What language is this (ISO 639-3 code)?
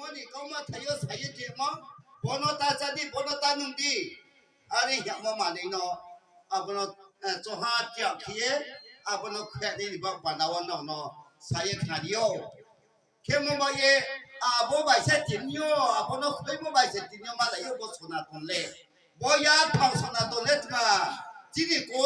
ria